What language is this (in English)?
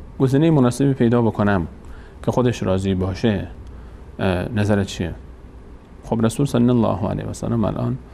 Persian